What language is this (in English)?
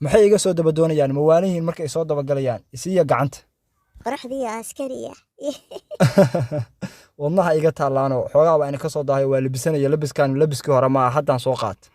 Somali